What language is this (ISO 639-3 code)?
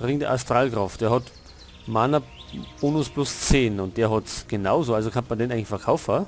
bar